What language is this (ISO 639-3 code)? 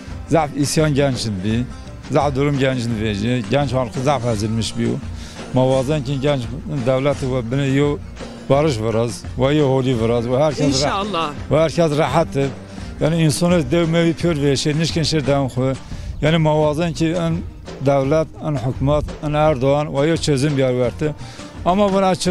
zza